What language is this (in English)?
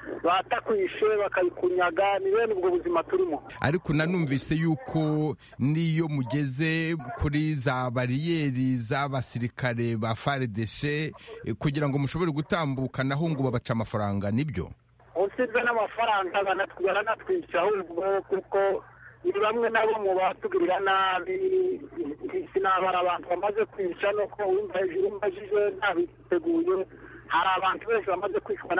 Kinyarwanda